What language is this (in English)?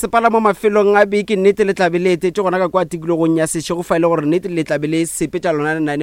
Northern Sotho